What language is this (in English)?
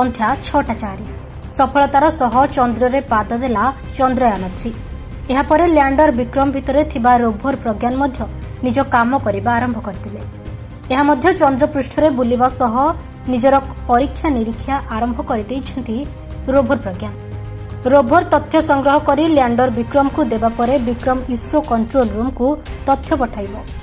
Odia